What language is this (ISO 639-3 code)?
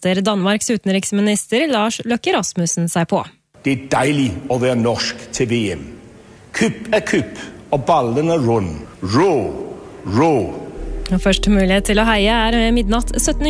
nor